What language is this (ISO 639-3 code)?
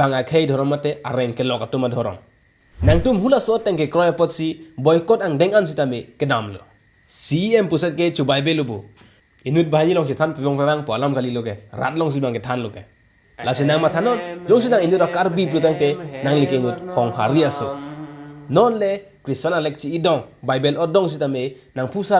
mjw